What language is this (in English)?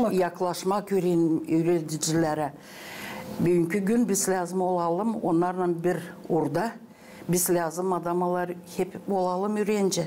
Gagauz